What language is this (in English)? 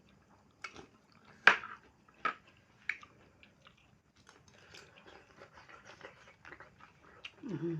Lao